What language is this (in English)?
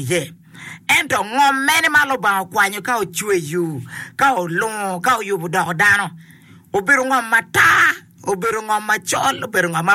Acoli